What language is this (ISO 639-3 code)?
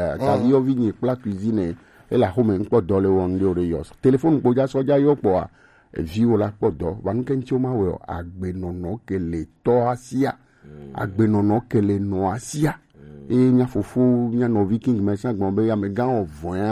gej